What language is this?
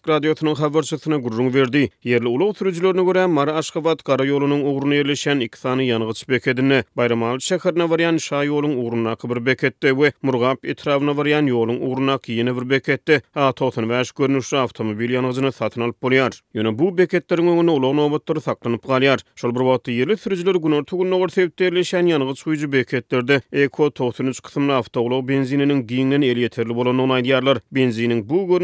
Turkmen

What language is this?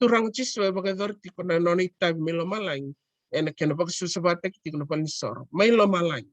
Fijian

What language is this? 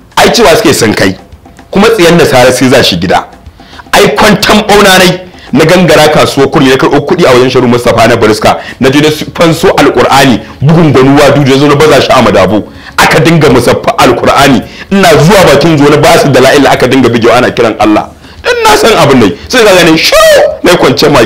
Hausa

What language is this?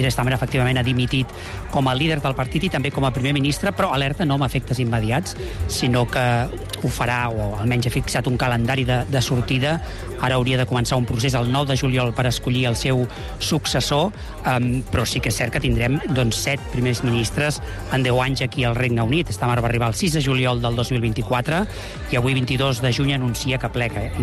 Catalan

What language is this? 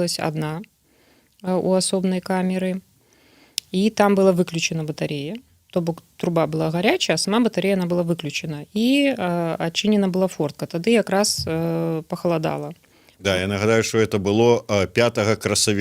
Belarusian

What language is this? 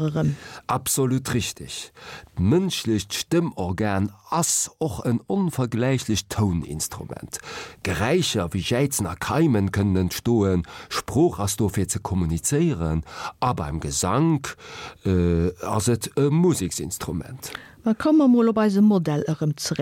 Luxembourgish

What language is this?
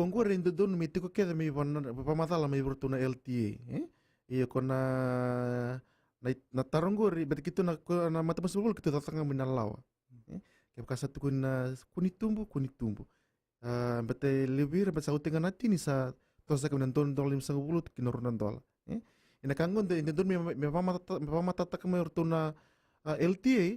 Fijian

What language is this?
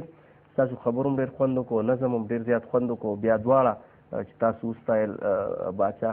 Pashto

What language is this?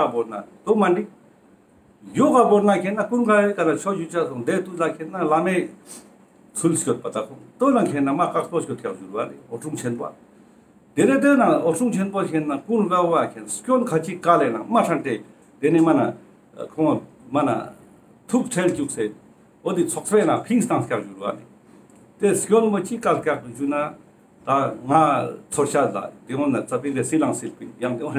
Ladakhi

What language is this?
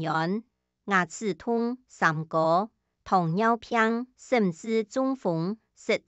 Hakka Chinese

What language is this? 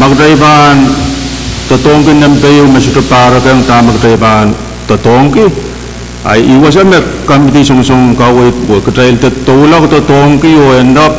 Pohnpeian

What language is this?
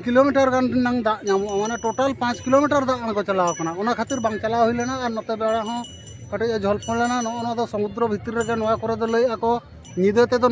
Santali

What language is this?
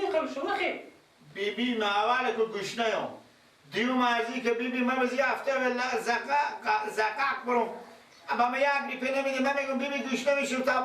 Persian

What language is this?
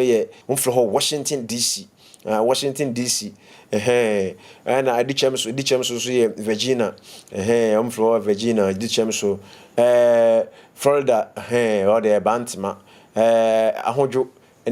Akan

